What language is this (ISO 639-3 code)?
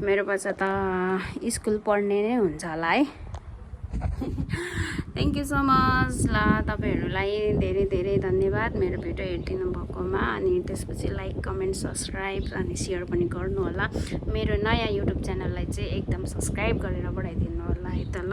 nep